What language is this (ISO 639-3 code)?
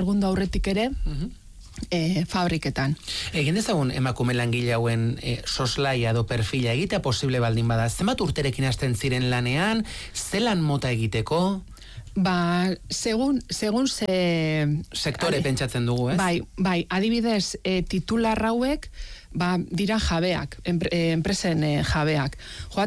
eus